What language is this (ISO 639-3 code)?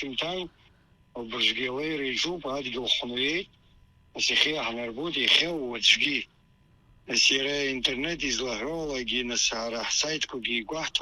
abk